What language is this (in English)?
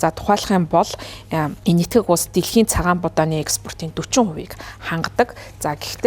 Mongolian